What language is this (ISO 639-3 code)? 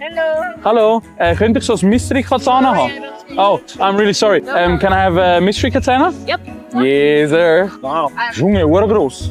gsw